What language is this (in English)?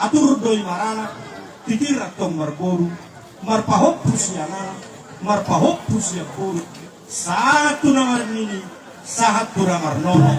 Batak Toba